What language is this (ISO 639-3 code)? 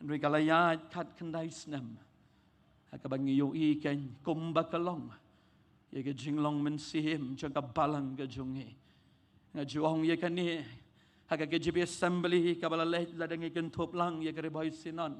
kha